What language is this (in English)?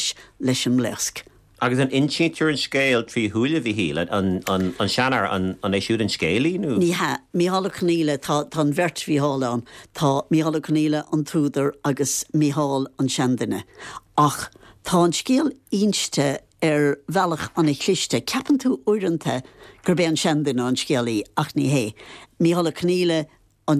Irish